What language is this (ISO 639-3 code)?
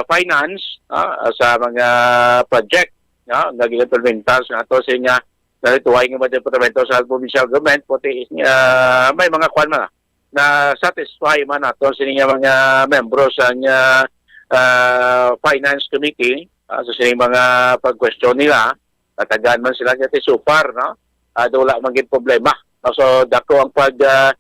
hil